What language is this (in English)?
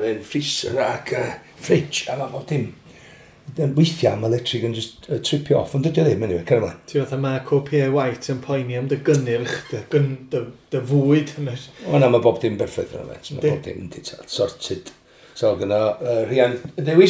Welsh